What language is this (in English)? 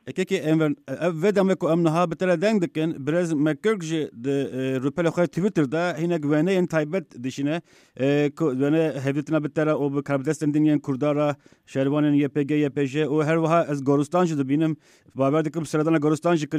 Kurdish